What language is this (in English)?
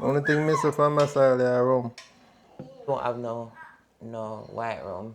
Jamaican Creole English